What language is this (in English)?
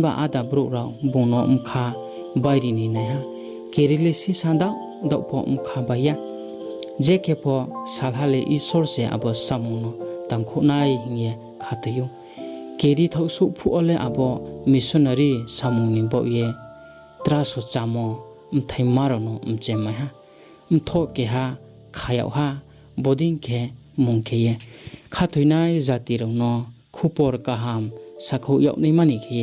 Riang (India)